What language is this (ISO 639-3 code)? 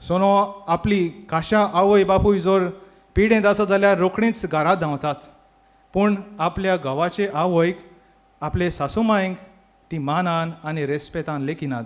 kok